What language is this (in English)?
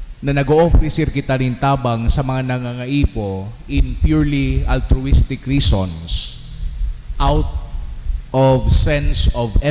Bikol